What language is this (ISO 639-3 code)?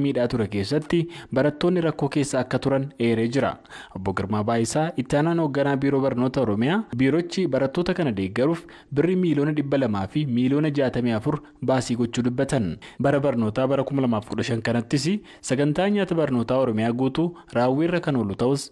orm